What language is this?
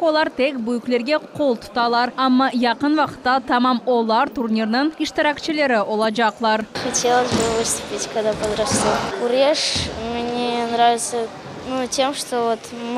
Crimean Tatar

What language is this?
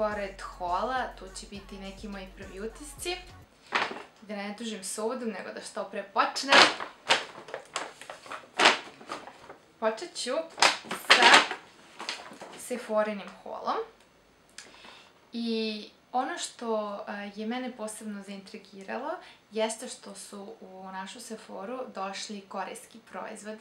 Serbian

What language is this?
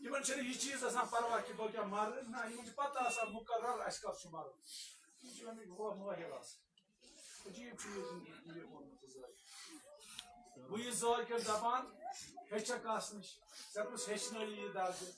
Kashmiri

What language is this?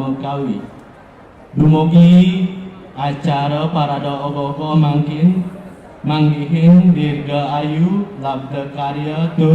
Balinese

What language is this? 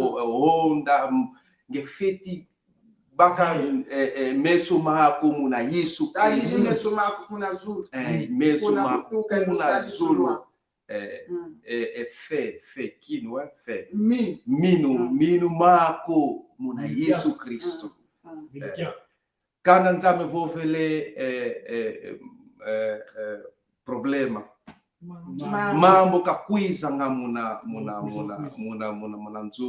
Kongo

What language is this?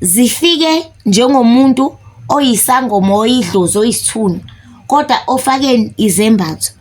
Zulu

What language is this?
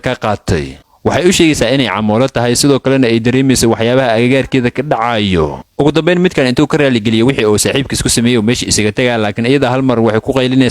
Somali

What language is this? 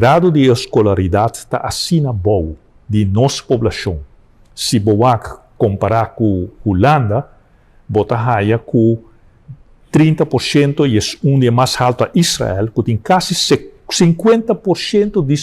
Papiamento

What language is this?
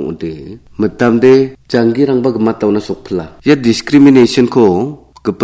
Garo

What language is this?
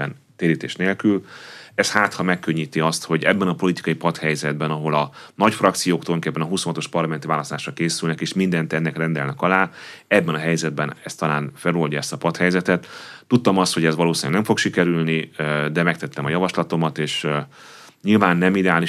Hungarian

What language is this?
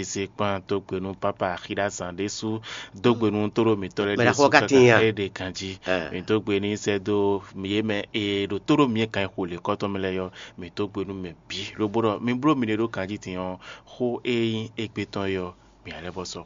Fon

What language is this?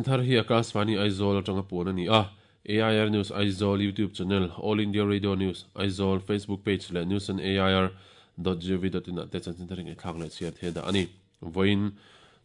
Mizo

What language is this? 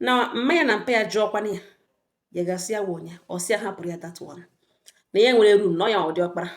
Igbo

